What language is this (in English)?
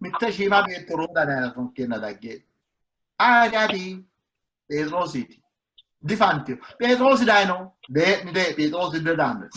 Sidamo